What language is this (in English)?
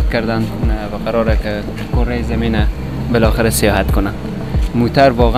Persian